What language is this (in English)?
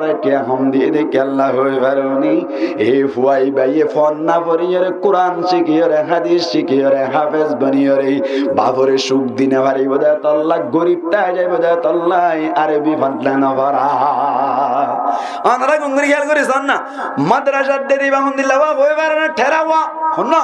Rohingya